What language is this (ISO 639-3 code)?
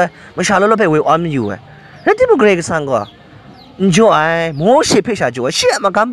kac